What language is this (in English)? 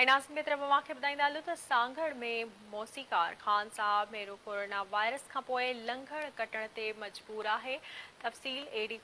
Sindhi